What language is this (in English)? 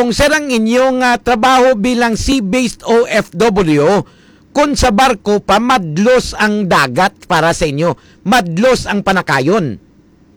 Hiligaynon